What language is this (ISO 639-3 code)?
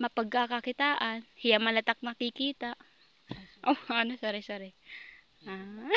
war